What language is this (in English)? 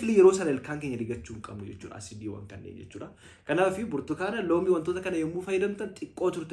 Oromo